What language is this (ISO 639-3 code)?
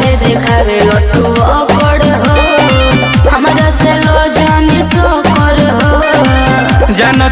bho